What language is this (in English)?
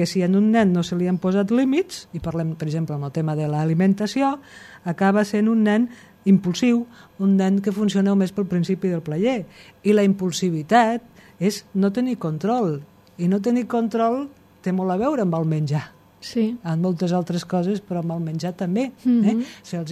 Catalan